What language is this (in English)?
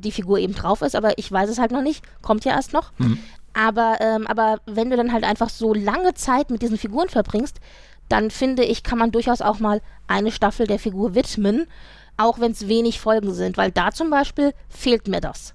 German